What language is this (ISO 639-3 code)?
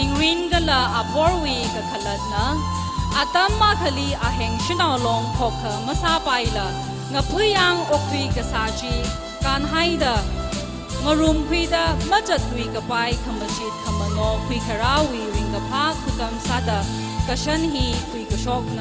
nmf